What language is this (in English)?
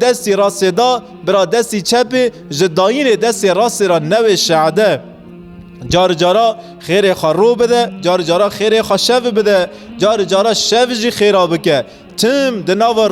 Kurdish